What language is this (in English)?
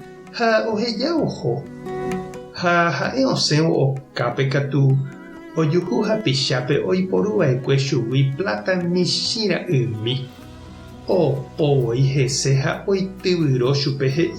Guarani